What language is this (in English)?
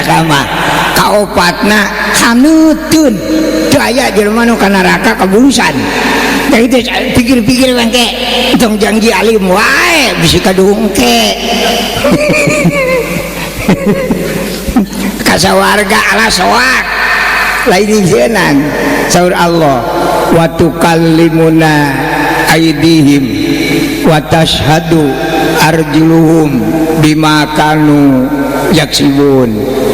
Sundanese